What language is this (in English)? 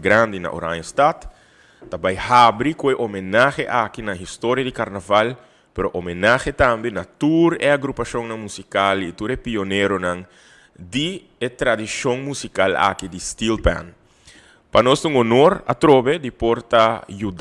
Papiamento